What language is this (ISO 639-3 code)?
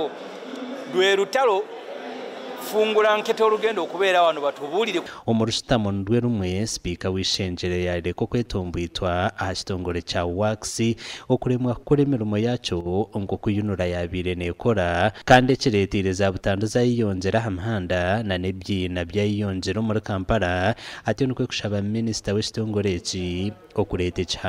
nyn